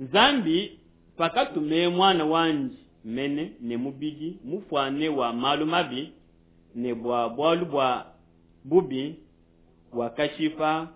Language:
Luba-Lulua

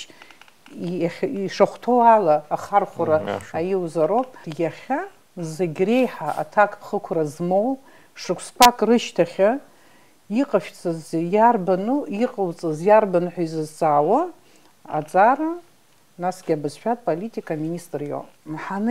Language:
Abkhazian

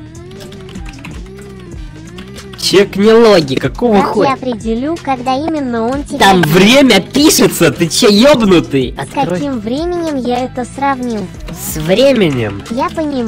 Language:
Russian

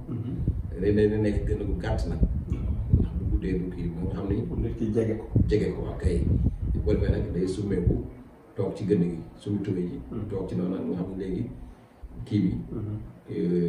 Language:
Wolof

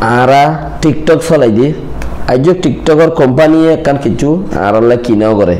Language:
Rohingya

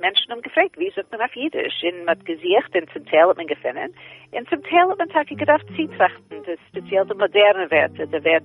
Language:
Yiddish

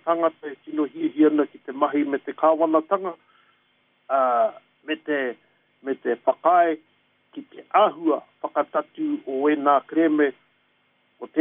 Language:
Māori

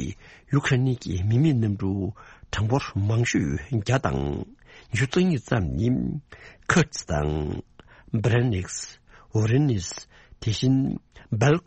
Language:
Tibetan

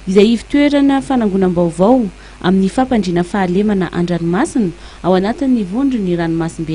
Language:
Malagasy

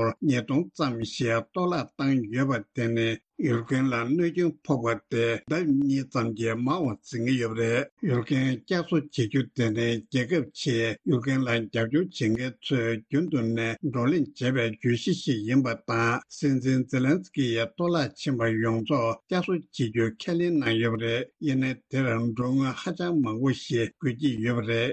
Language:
Tibetan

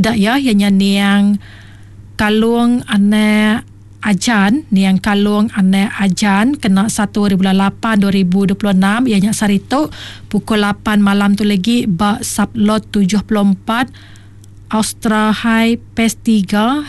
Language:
Iban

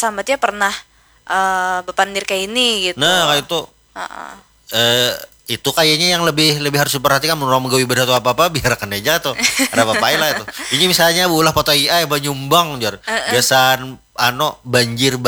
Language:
Banjar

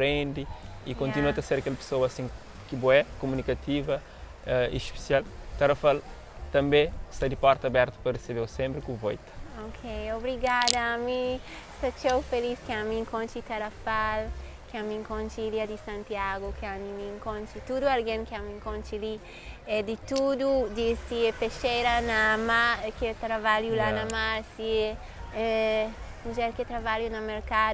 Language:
Kabuverdianu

